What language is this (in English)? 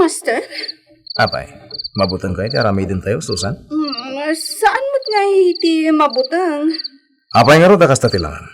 Iloko